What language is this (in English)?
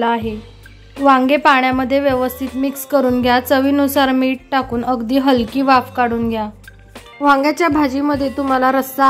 Marathi